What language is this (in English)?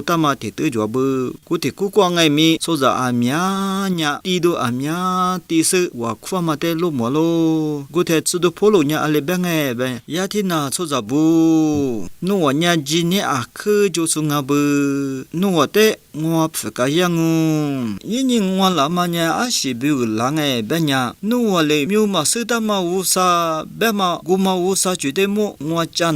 Lisu